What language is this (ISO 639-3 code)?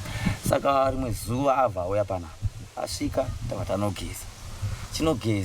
sna